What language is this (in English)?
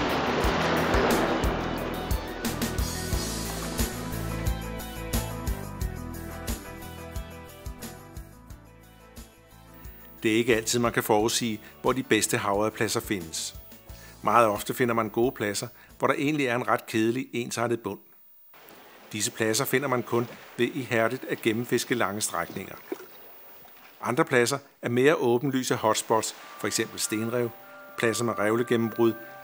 Danish